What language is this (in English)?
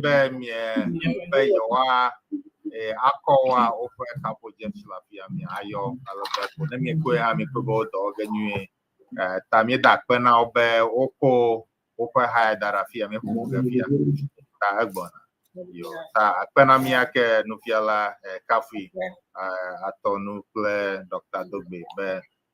Ewe